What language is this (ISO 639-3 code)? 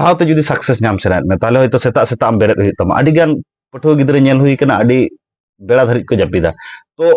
sat